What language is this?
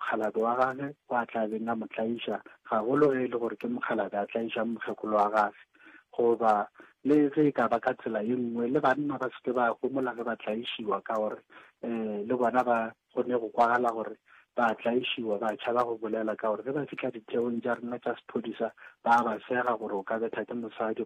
Northern Sotho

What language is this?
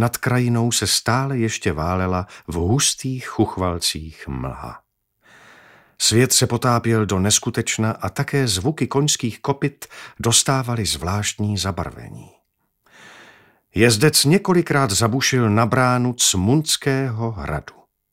Czech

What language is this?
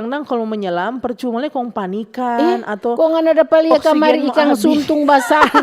Manado Malay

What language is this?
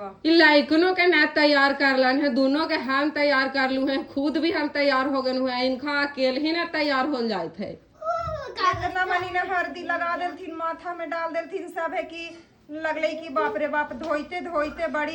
Magahi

